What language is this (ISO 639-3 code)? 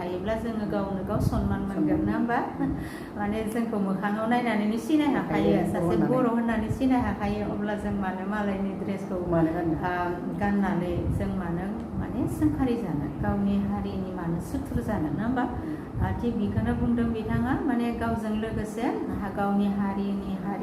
brx